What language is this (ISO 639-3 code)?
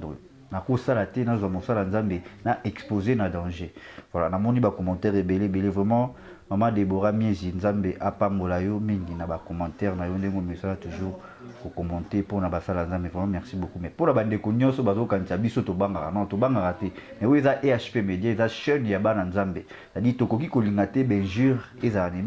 lin